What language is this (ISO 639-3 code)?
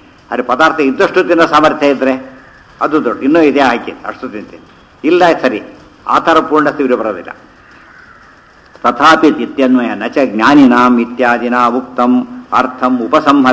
kan